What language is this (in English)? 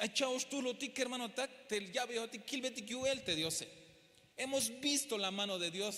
Tzeltal